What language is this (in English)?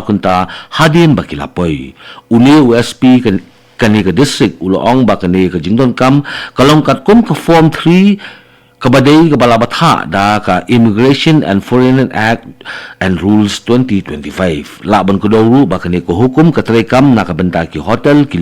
Khasi